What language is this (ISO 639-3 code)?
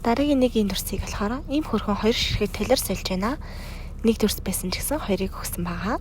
mon